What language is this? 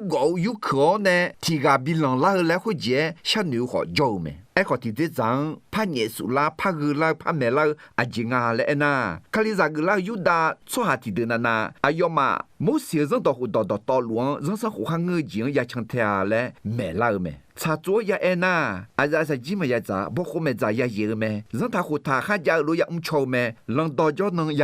Akha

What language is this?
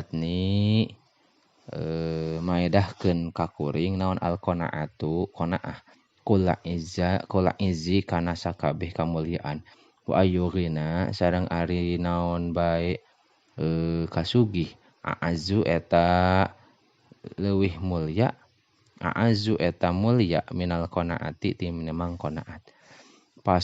Sundanese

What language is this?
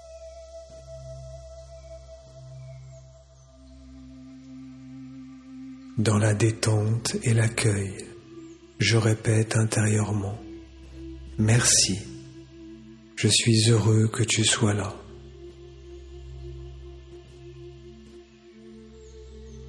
French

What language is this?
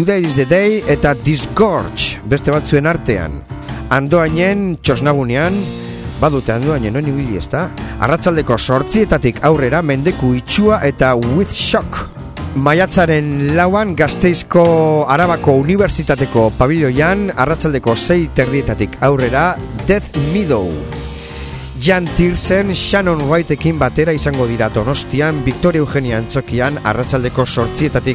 Basque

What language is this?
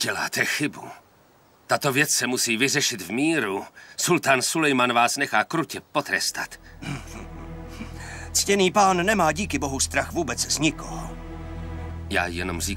Czech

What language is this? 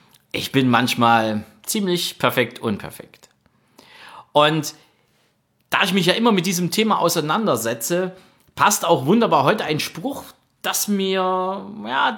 German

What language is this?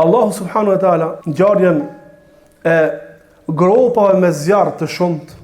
Albanian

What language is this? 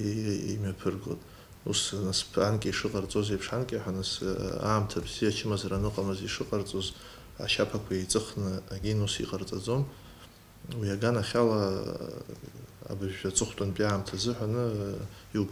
Abkhazian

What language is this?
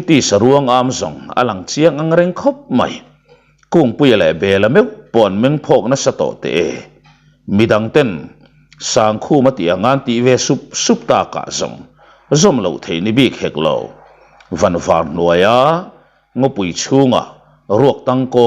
Mizo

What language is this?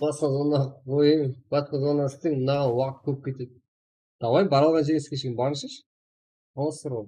Kara-Kalpak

